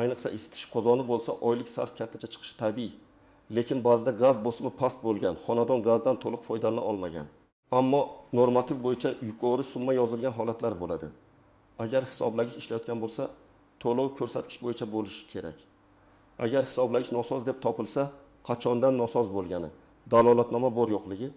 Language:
Uzbek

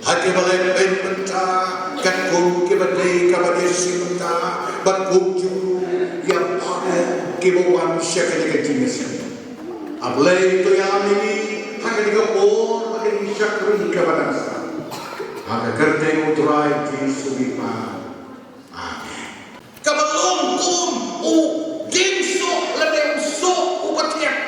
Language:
Khasi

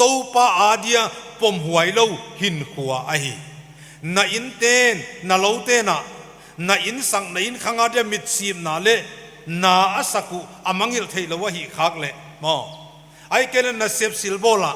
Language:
Paite Chin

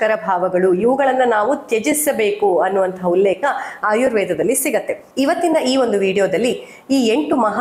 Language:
Kannada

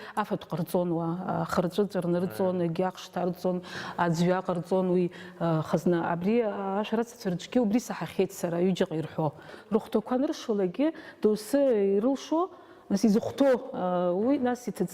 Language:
Abkhazian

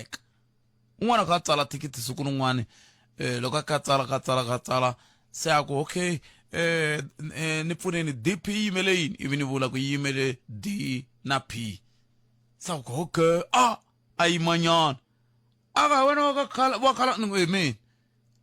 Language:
Tsonga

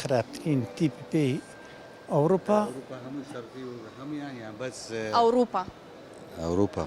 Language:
Central Kurdish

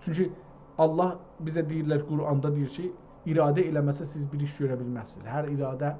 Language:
South Azerbaijani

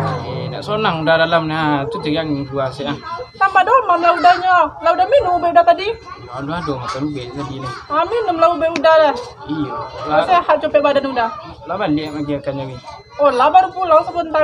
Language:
Minangkabau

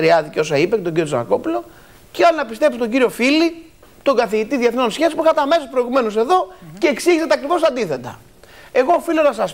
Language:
Greek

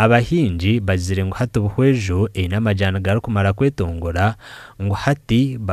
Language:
Nyankole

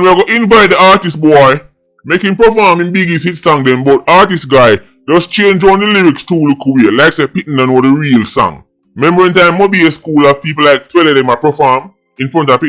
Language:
Jamaican Creole English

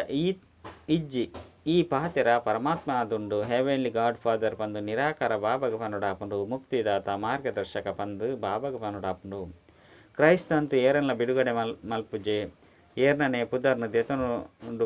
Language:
Tulu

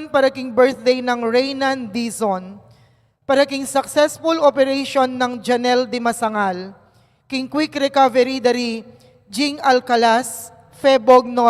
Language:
Pampanga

